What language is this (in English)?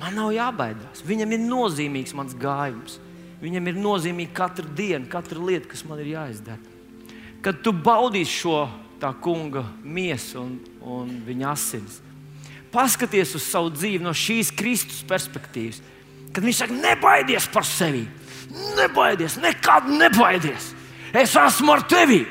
Latvian